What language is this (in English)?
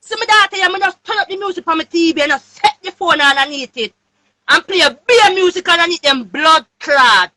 Jamaican Creole English